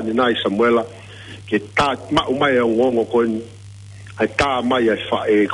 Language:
Tongan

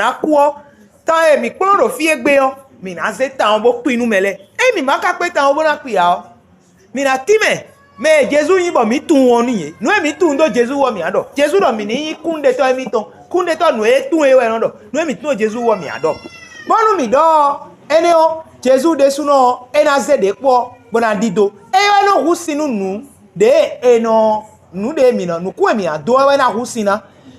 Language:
Fon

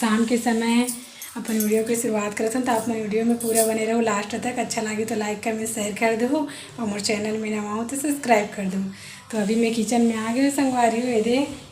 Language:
Chhattisgarhi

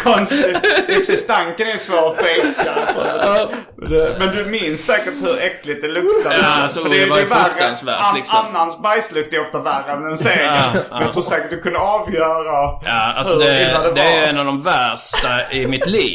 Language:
Swedish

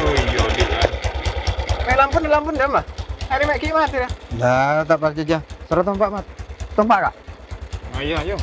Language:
Madurese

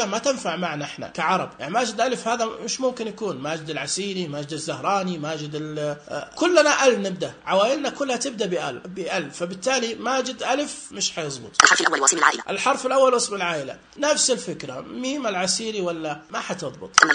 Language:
Najdi Arabic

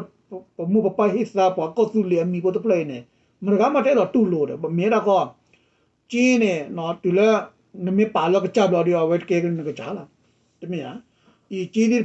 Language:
S'gaw Karen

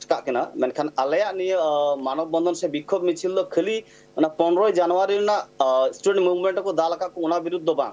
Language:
Santali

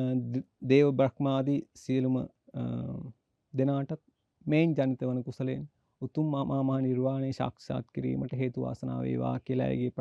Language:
Sinhala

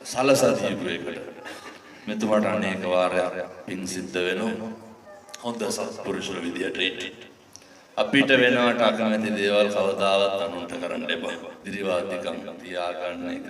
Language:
Sinhala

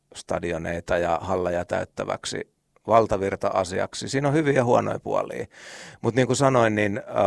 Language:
Finnish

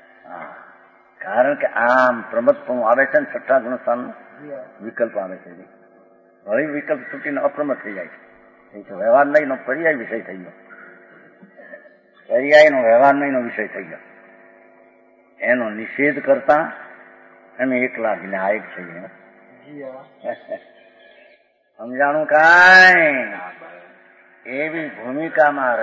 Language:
Gujarati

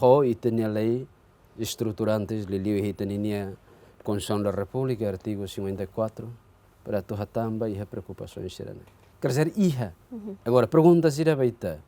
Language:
Tetum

